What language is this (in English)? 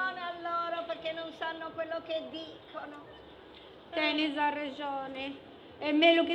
Sardinian